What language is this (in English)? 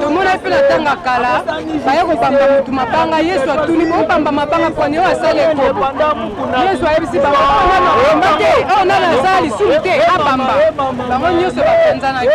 Lingala